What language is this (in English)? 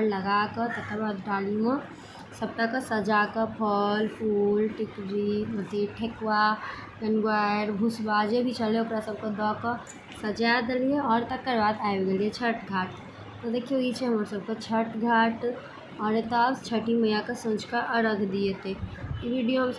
Maithili